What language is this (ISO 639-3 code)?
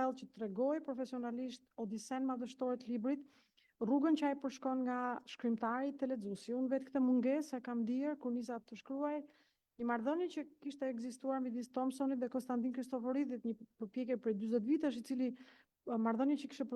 sqi